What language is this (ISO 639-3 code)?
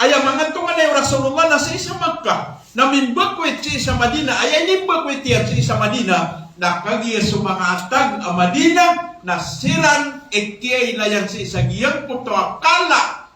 mrw